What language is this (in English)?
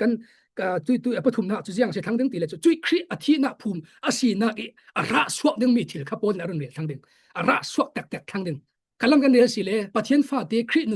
Falam Chin